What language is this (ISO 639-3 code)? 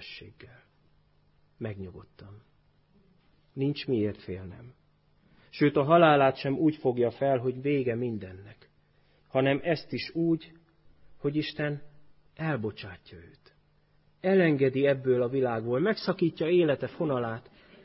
hun